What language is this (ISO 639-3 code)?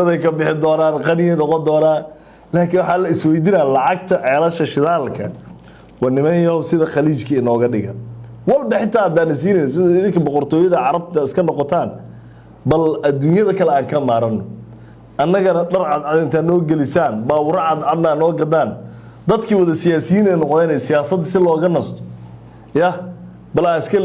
som